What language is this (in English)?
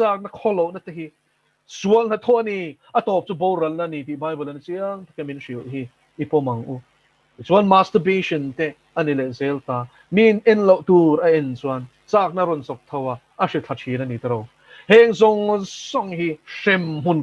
Mizo